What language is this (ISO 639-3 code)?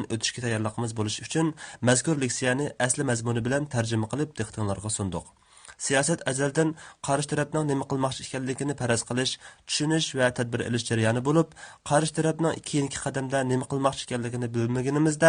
uig